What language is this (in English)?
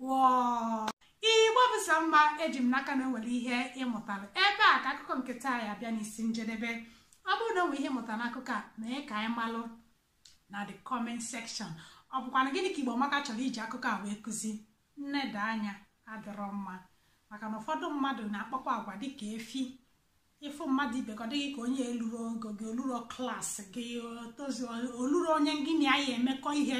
Igbo